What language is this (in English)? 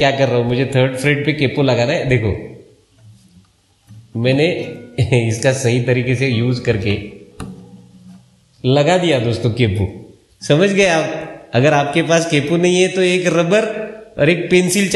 Hindi